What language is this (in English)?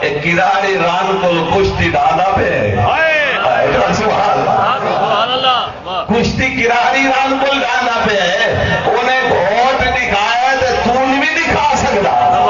Saraiki